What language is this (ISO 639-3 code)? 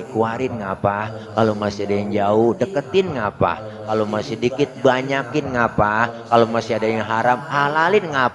bew